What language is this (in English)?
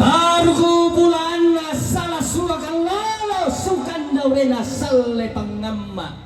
Toraja-Sa'dan